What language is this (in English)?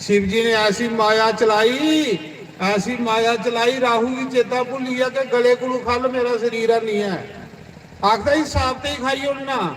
Dogri